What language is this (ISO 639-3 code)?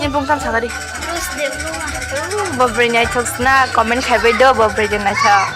trp